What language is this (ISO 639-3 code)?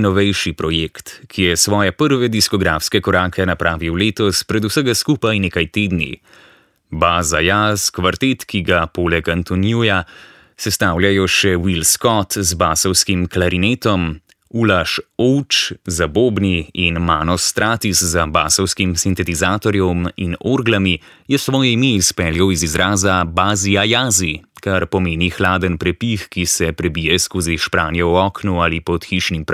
slv